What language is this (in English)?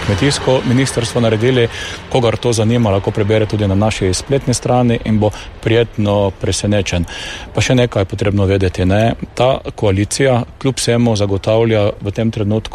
Slovenian